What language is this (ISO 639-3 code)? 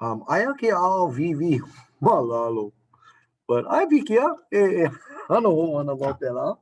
haw